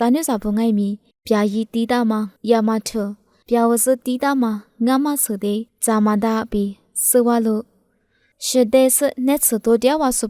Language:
Lisu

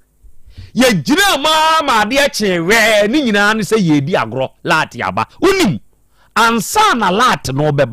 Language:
Akan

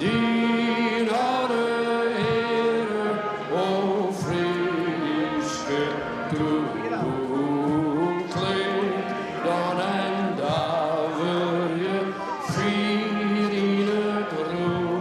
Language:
Western Frisian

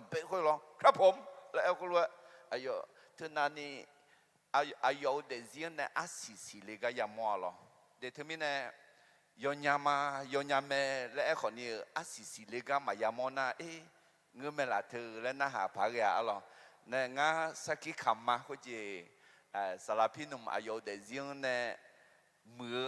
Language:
Akha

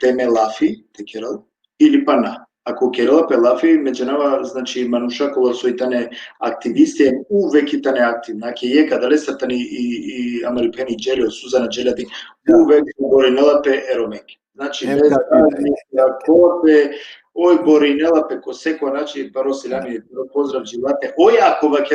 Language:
Balkan Romani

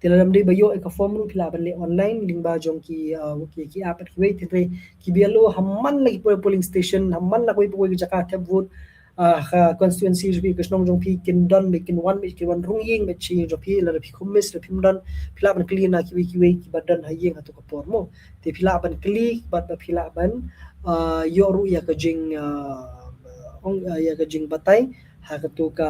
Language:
Khasi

